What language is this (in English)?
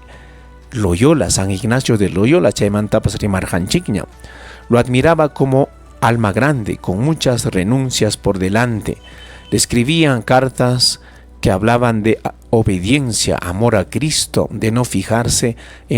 Ayacucho Quechua